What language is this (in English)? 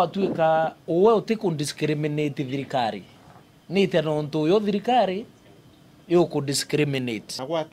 Meru